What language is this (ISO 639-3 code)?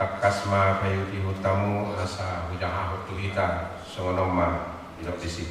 bbc